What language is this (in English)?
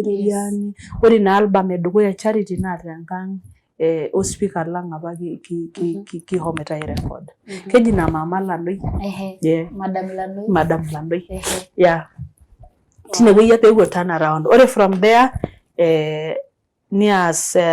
Masai